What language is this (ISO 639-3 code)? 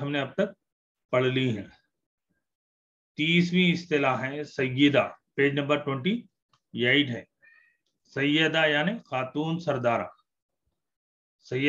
urd